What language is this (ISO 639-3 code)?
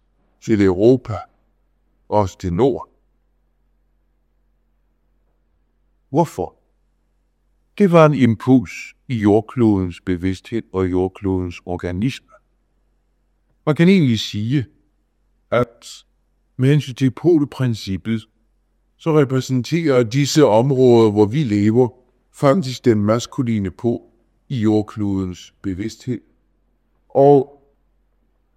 dan